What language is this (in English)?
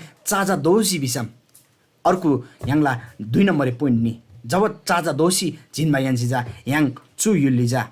Eastern Tamang